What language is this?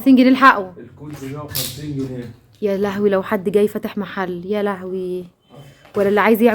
Egyptian Arabic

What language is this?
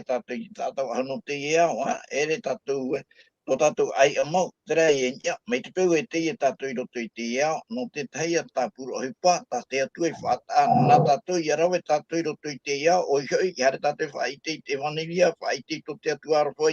Tahitian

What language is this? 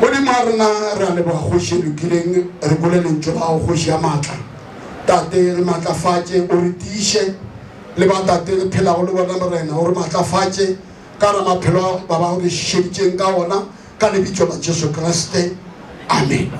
Northern Sotho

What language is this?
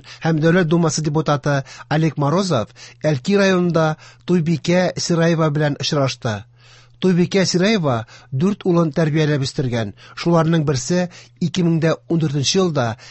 Tatar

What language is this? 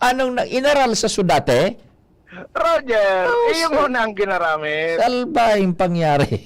Bikol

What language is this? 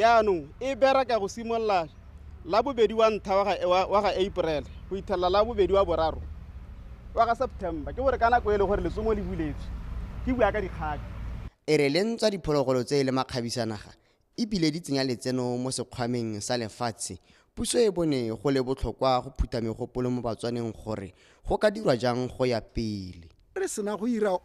Tswana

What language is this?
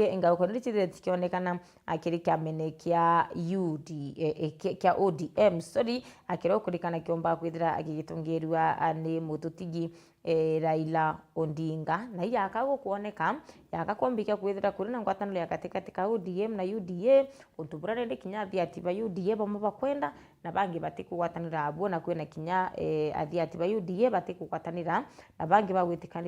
Meru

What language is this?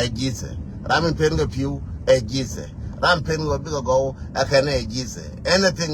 Nuer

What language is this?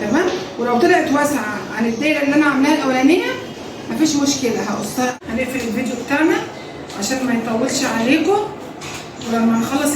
Egyptian Arabic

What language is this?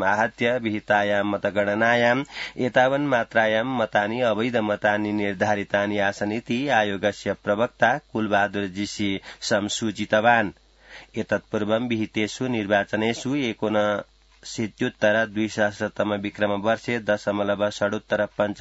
Sanskrit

